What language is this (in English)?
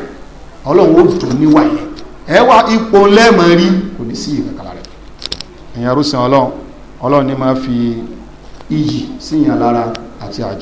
Yoruba